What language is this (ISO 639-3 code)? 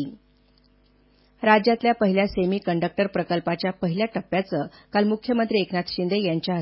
mar